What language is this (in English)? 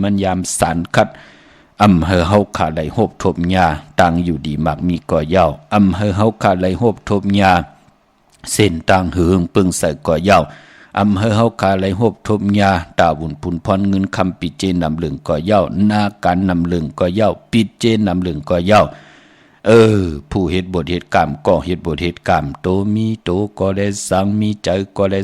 Shan